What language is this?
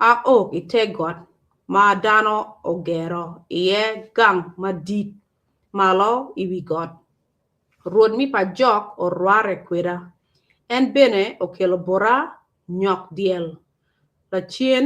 Acoli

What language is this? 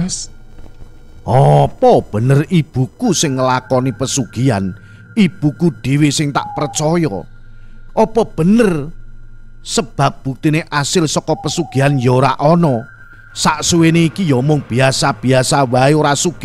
Javanese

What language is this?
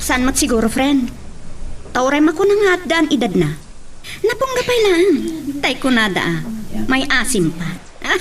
Iloko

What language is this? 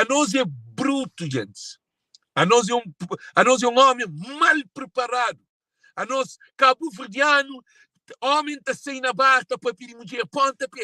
Kabuverdianu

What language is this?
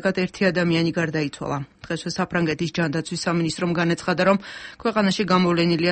Georgian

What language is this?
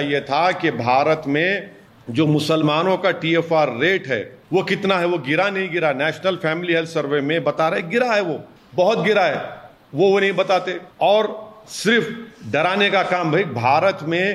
Hindi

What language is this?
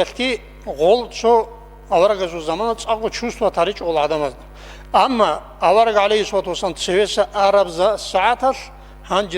Avaric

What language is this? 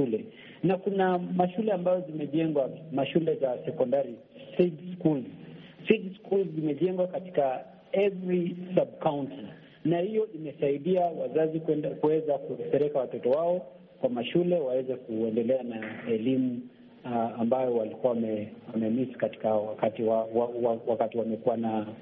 Swahili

